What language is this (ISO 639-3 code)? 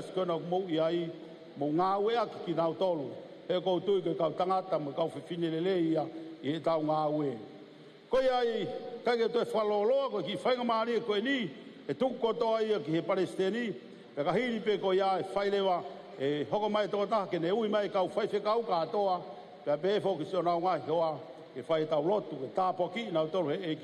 ton